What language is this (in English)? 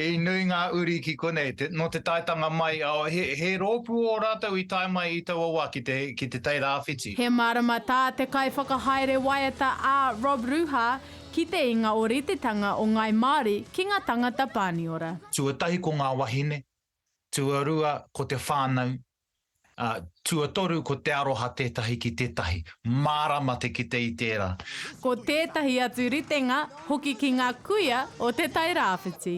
Māori